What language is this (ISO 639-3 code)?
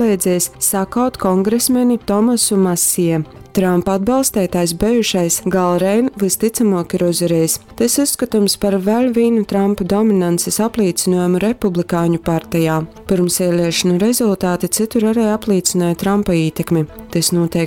ltg